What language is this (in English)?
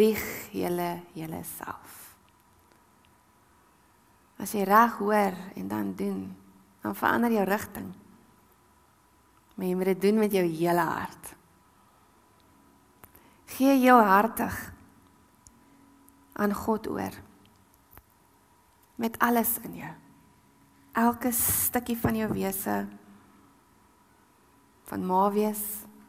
Afrikaans